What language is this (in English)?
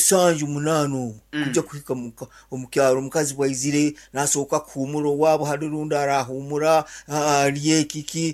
Nyankole